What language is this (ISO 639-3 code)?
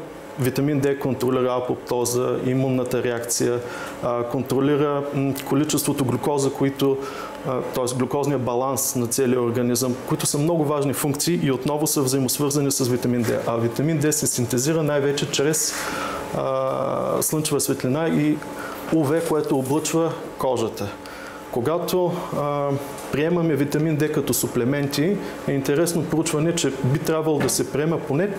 bul